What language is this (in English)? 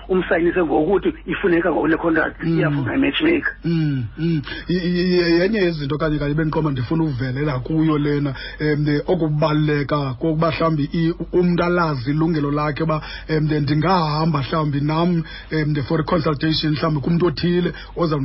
Xhosa